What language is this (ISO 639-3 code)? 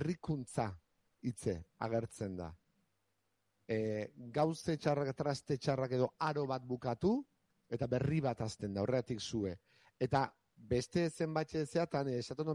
eus